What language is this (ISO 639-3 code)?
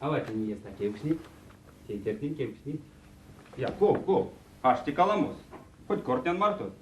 myv